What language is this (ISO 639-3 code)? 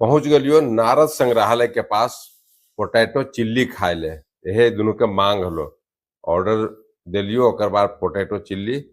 mag